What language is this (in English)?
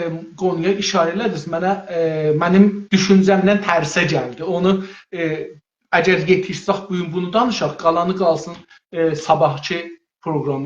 South Azerbaijani